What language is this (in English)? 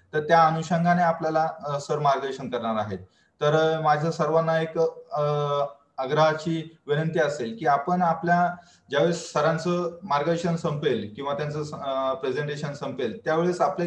Marathi